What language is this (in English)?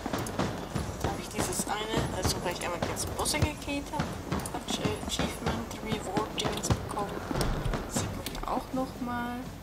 German